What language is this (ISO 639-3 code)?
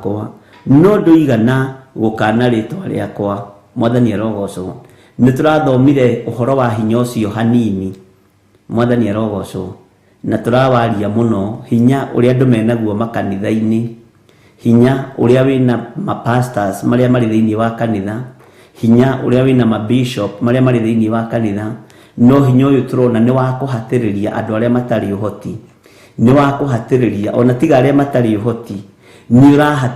kik